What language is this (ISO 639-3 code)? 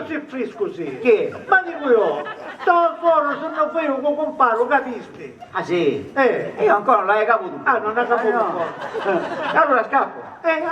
scn